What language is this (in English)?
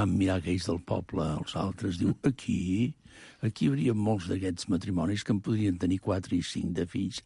Catalan